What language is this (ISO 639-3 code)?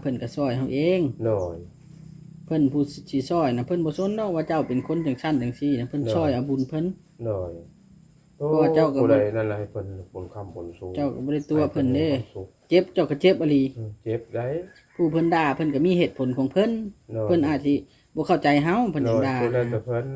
tts